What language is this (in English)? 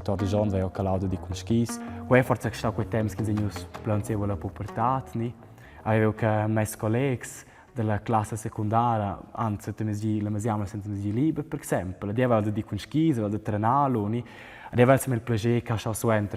Romansh